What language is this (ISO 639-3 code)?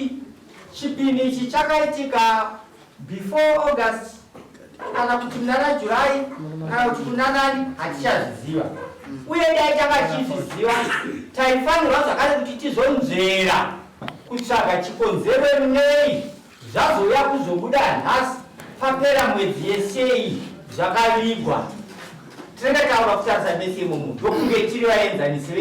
sna